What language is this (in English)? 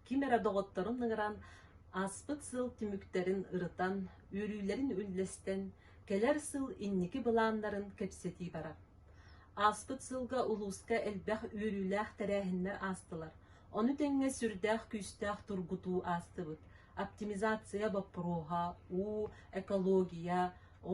Yakut